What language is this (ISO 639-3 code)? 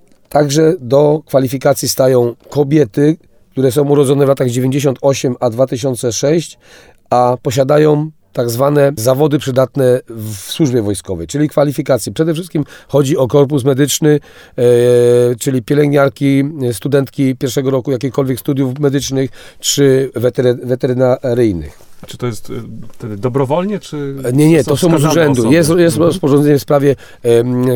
pol